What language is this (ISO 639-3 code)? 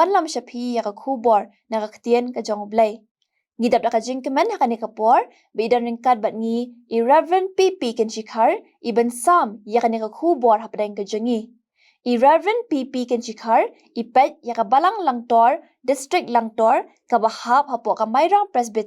kha